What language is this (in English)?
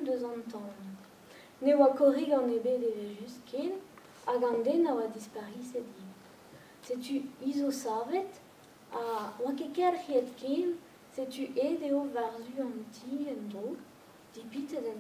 Breton